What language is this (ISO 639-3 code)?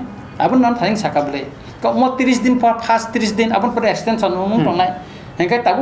trp